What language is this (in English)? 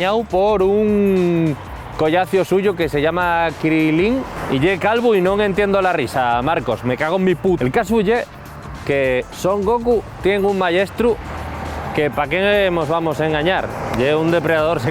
Asturian